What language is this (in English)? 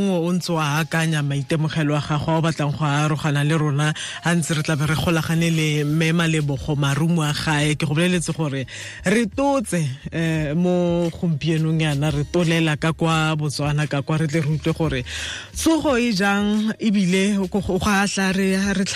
Tswana